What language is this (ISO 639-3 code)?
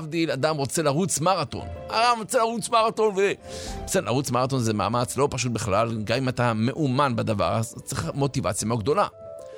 heb